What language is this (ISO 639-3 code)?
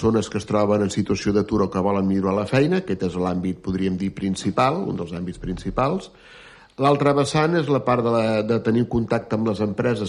cat